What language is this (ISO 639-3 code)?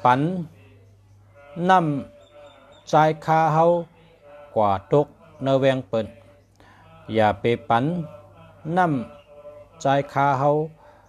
shn